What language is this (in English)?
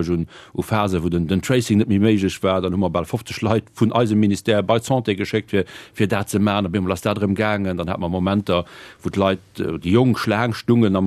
Luxembourgish